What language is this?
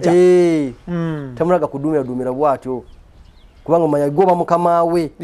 Ganda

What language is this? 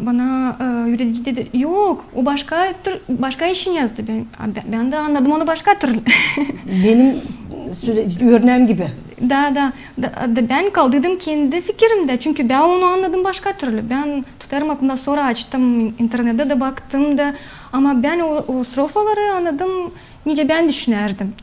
Gagauz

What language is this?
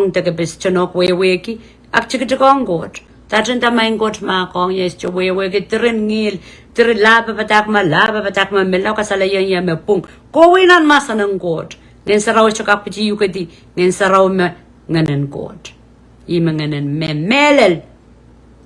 Pohnpeian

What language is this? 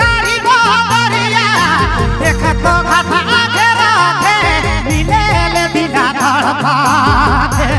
Sadri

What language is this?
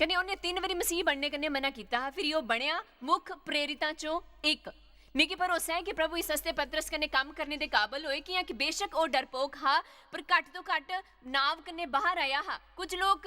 Dogri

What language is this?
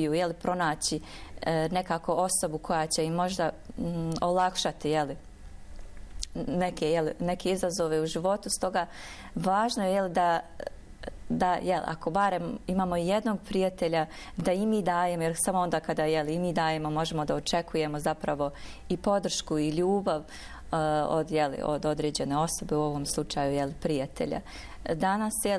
Bosnian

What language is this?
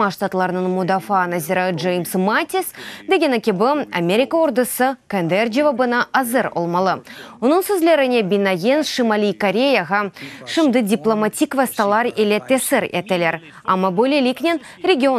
Crimean Tatar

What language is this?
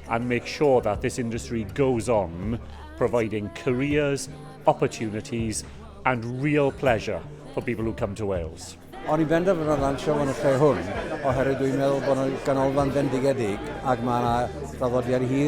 Welsh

